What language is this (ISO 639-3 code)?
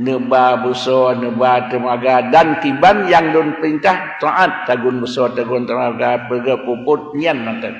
ace